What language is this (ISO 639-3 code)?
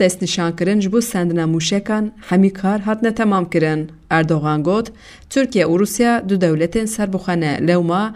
kur